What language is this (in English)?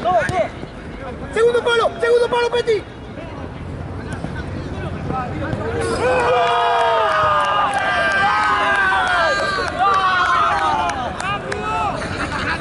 Spanish